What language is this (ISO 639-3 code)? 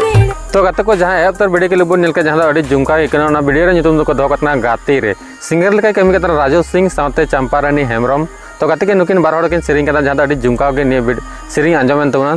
sat